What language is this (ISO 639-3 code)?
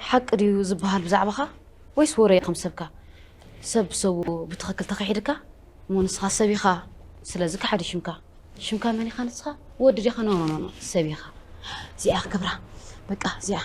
tir